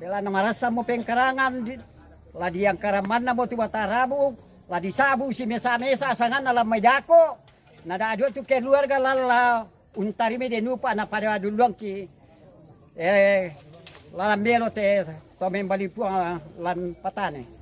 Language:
Toraja-Sa'dan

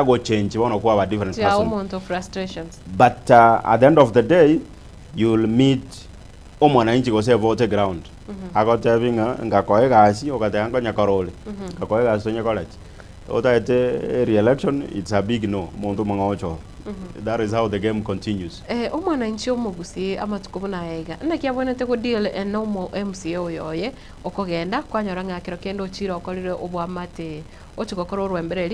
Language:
Gusii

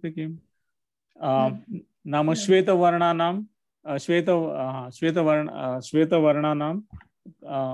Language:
Sanskrit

